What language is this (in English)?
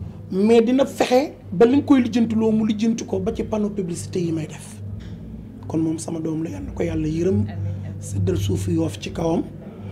Wolof